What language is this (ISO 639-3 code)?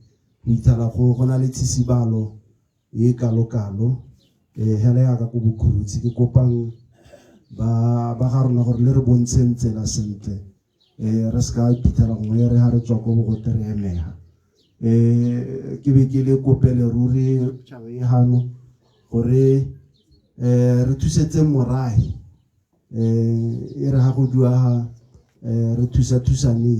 tsn